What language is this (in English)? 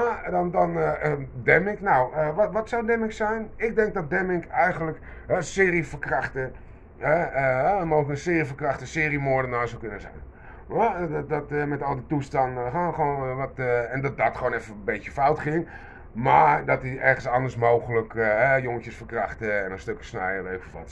Dutch